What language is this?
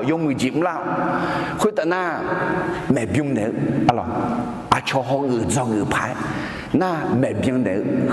Akha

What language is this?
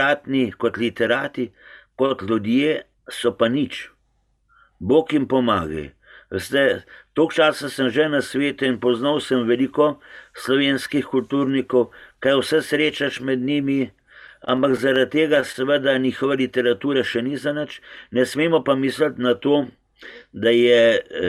Slovenian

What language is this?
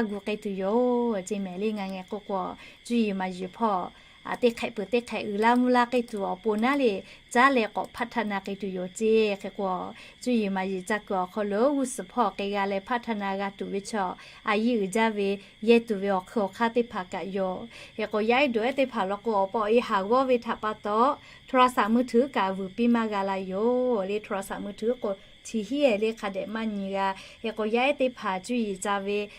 Lahu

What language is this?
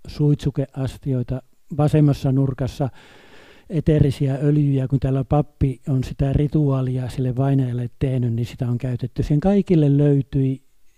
Finnish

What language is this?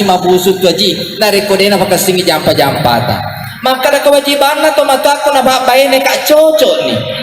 Buginese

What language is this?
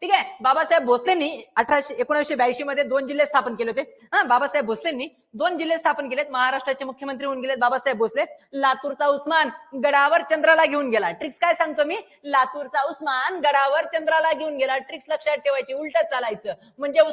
Marathi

